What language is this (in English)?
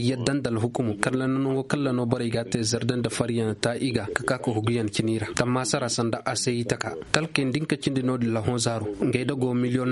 Koyraboro Senni